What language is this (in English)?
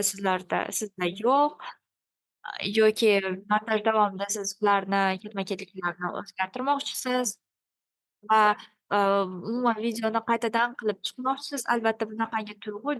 Uzbek